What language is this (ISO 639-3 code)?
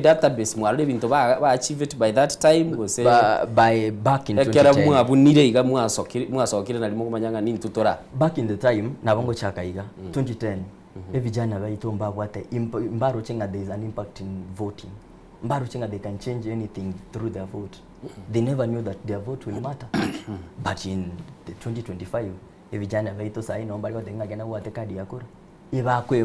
guz